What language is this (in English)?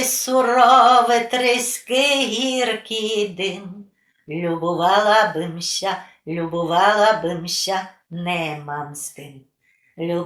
Rusyn